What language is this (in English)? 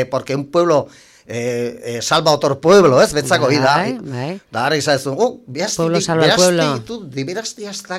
Basque